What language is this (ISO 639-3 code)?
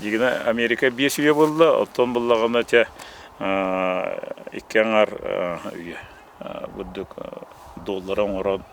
sah